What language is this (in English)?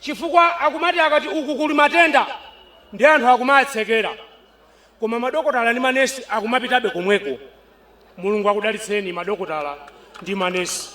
Nyanja